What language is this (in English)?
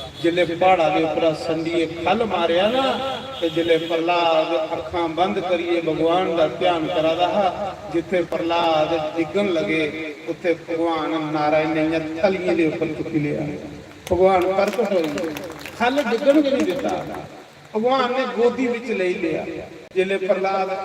Dogri